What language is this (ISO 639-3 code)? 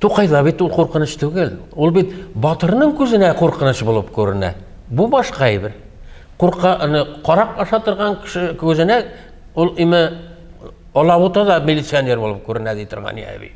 tat